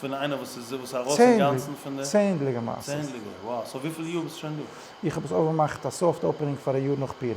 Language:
Yiddish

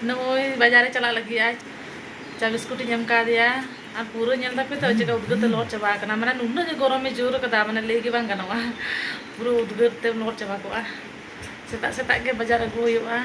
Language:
Santali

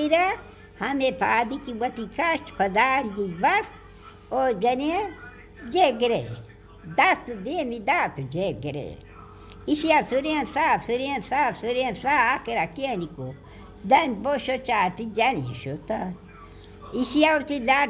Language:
Baluchi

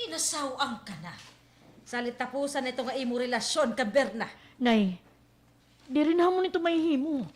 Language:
Waray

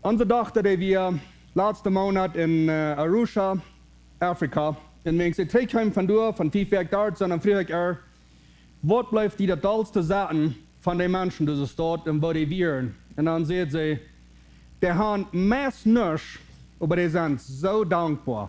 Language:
Plautdietsch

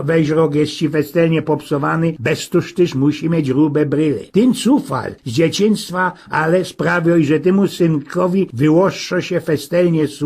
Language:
Silesian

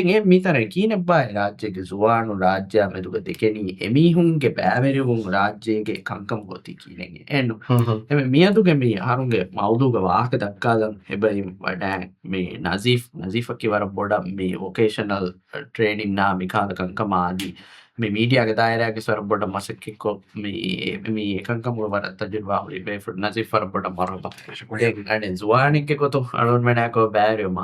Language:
Divehi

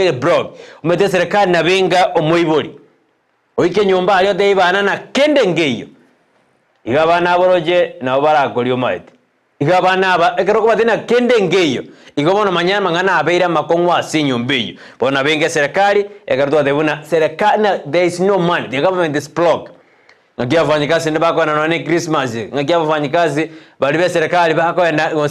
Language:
Gusii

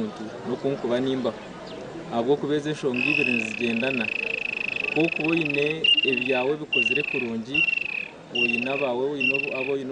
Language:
Nyankole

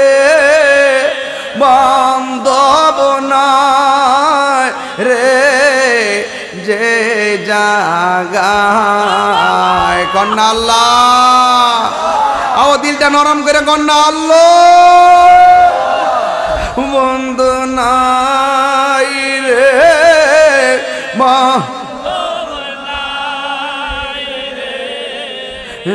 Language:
Bangla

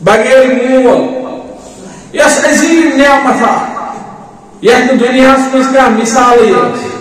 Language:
Kashmiri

